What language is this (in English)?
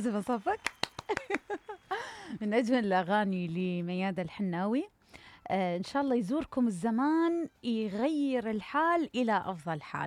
Mesopotamian Arabic